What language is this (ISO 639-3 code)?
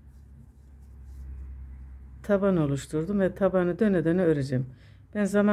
tur